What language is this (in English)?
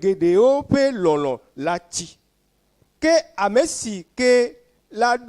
Ewe